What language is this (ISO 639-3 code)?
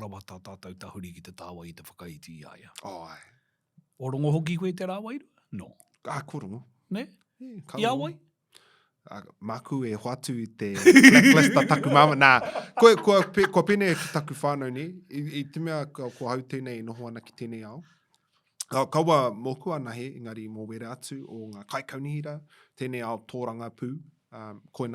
mri